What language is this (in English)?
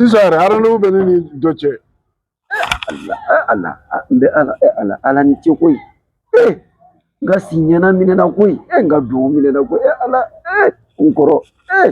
Bambara